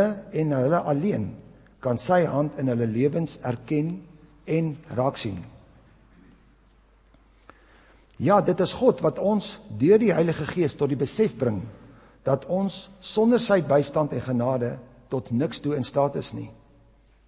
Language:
Afrikaans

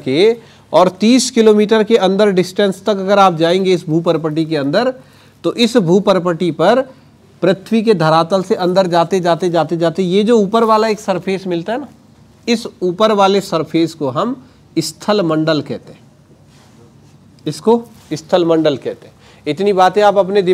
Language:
Hindi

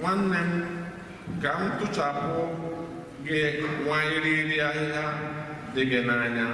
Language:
Igbo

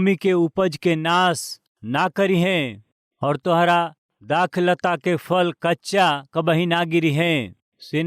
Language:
Bhojpuri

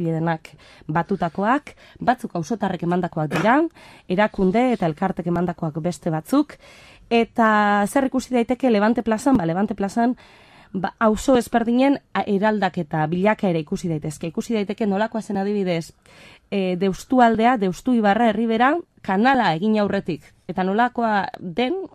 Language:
Basque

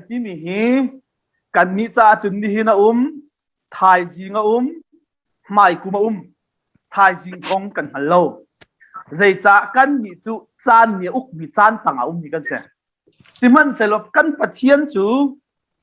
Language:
Hakha Chin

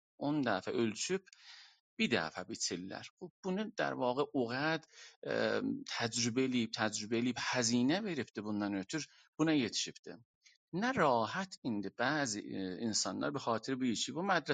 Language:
South Azerbaijani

